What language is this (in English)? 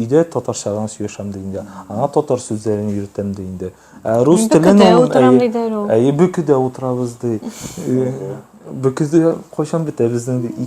Tatar